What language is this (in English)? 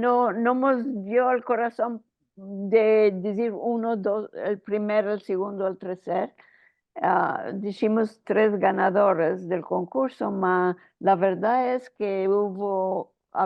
Ladino